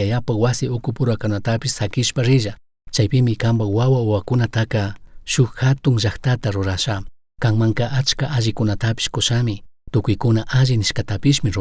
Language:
Chimborazo Highland Quichua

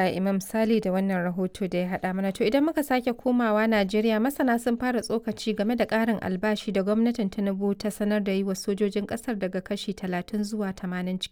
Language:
Hausa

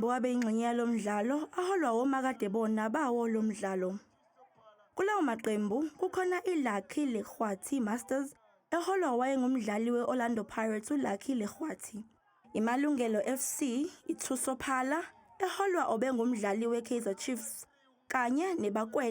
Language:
Zulu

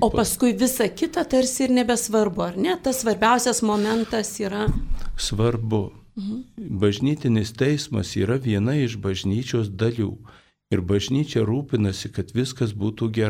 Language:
Lithuanian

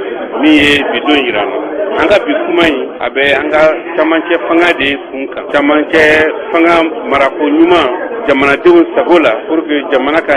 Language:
Bambara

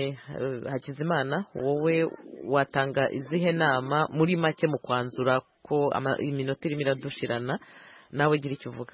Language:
Kinyarwanda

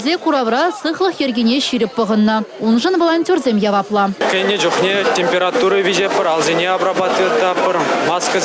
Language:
Chuvash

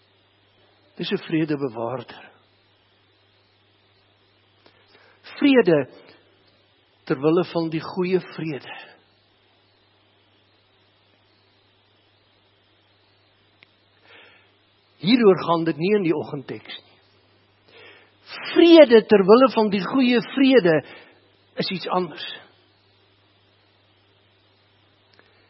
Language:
Afrikaans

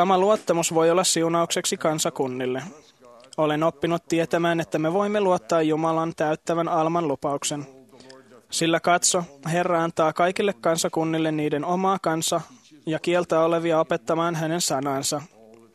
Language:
Finnish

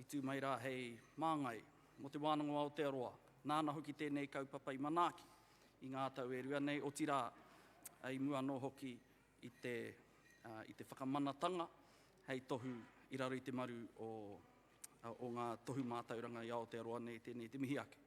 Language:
Māori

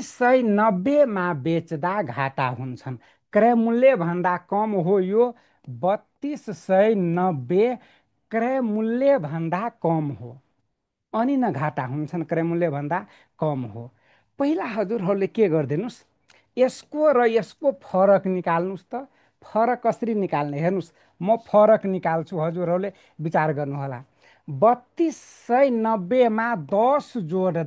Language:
Nepali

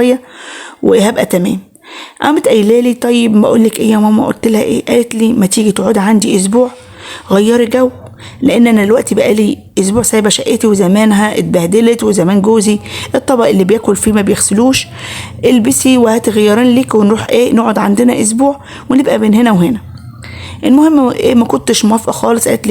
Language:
Egyptian Arabic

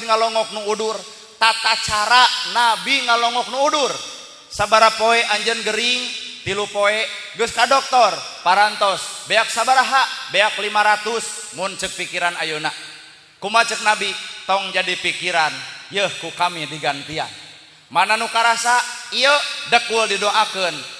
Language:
Sundanese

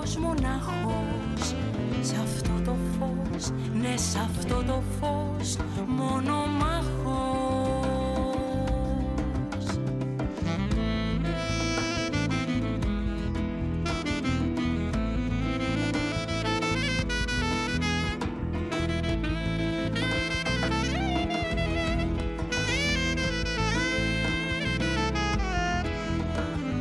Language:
Greek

